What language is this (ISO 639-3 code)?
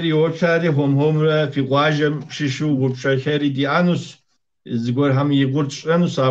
kbd